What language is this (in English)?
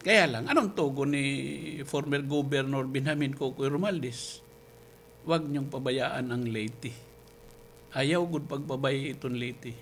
Waray